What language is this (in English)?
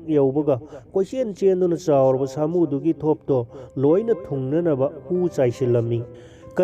Manipuri